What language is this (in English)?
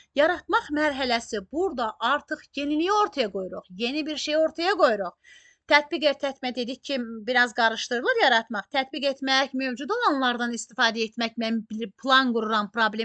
Azerbaijani